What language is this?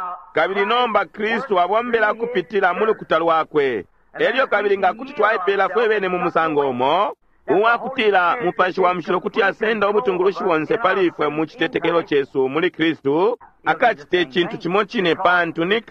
Bemba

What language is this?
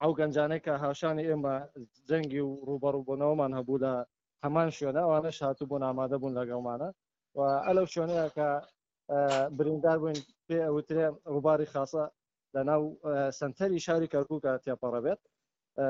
Central Kurdish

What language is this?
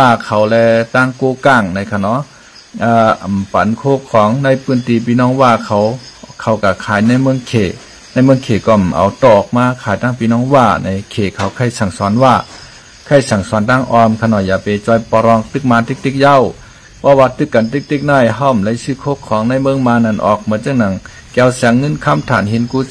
Shan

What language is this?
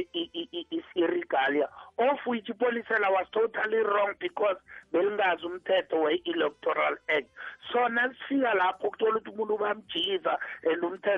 South Ndebele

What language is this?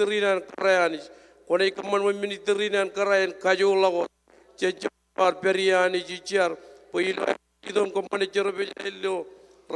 Marshallese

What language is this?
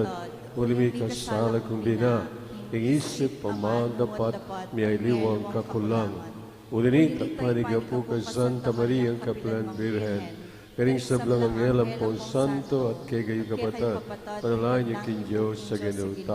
Pampanga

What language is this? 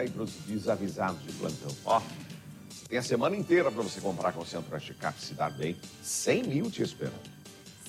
Portuguese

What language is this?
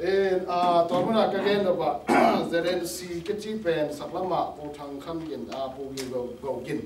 Tedim Chin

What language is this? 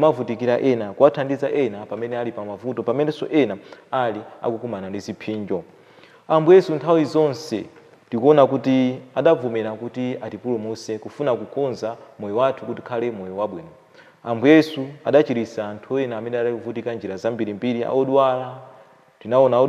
Nyanja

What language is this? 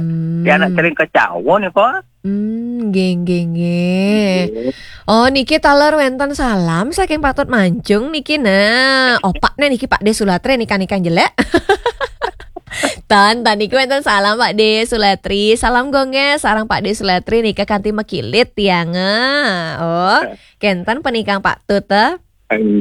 Balinese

